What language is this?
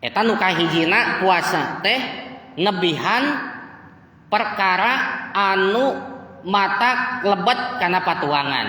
Sundanese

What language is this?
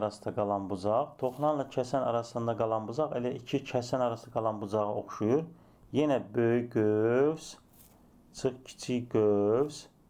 Azerbaijani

